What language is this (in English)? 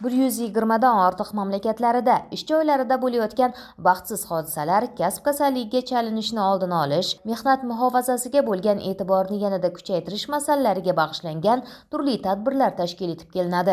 Uzbek